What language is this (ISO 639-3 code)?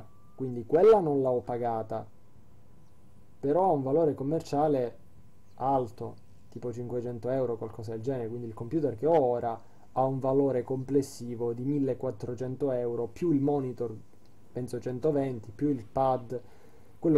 ita